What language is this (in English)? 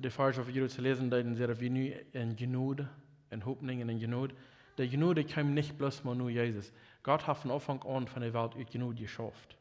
Plautdietsch